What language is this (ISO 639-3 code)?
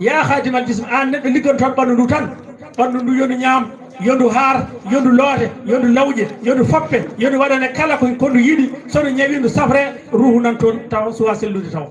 ful